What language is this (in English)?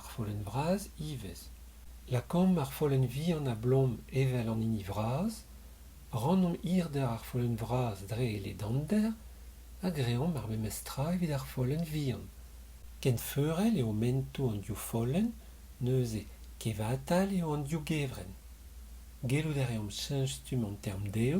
Breton